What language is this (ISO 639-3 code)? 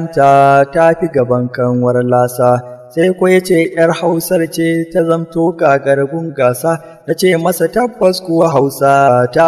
hau